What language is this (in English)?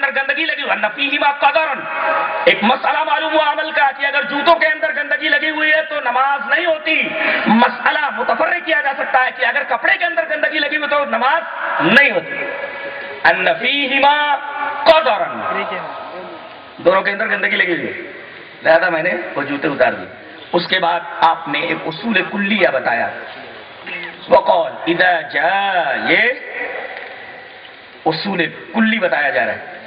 Urdu